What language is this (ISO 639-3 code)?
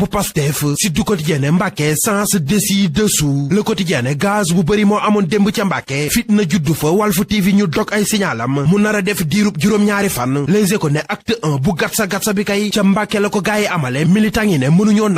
wol